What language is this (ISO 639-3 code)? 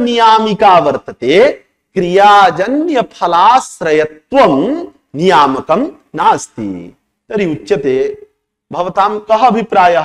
san